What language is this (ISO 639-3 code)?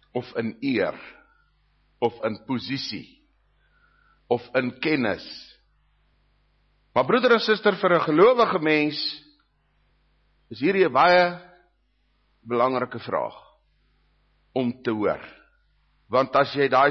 afr